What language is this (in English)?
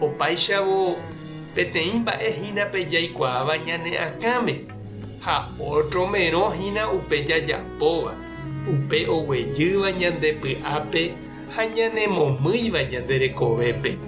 Guarani